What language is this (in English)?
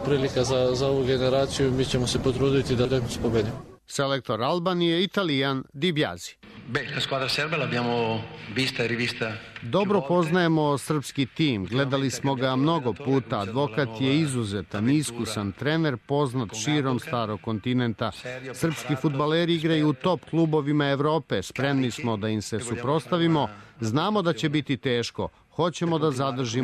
Serbian